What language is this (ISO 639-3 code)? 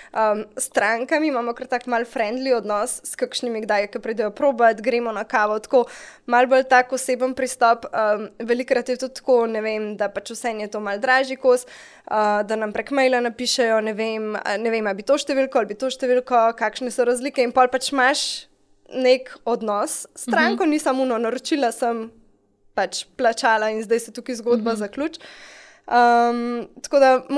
slv